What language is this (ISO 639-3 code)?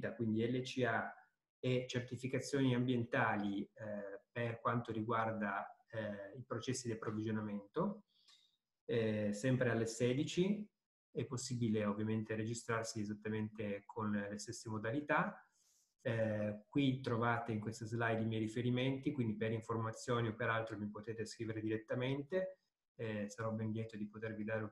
ita